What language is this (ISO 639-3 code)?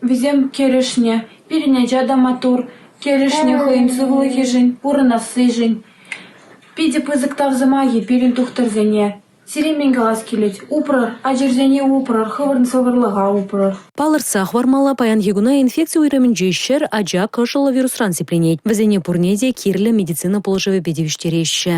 chv